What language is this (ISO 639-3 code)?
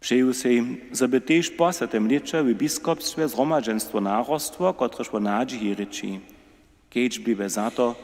hsb